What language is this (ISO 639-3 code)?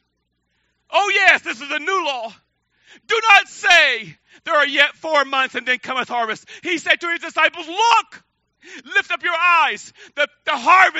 eng